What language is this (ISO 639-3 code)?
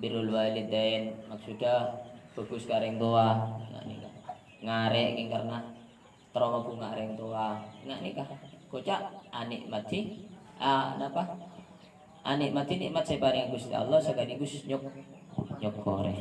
mad